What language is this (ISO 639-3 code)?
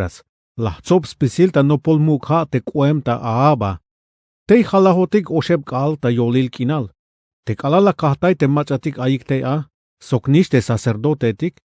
tzh